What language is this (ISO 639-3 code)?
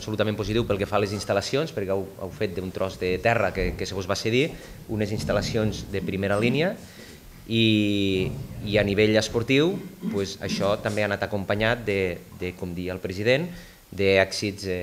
cat